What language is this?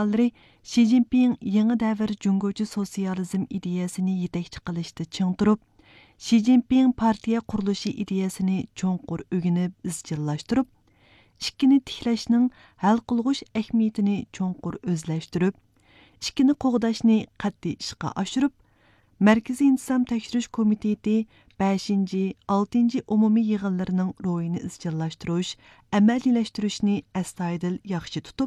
Uyghur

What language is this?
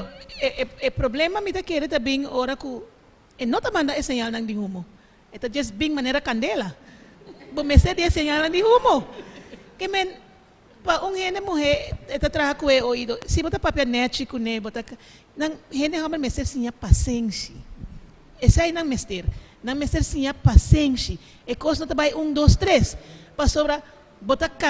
Papiamento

